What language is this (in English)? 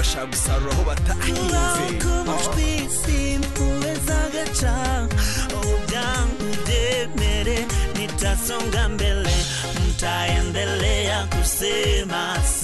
Kinyarwanda